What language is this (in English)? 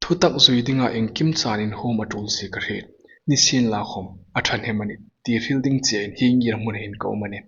Hmar